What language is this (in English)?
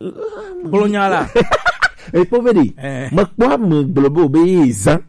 Gen